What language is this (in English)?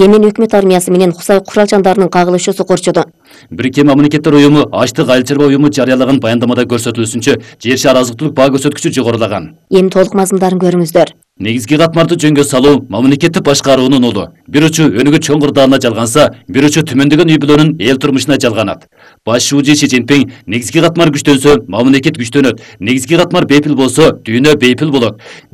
Kyrgyz